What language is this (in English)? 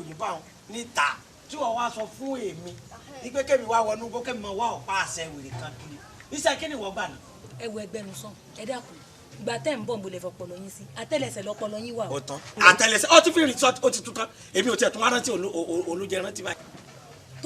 Yoruba